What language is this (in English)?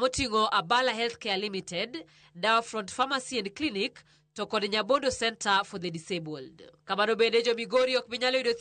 Luo (Kenya and Tanzania)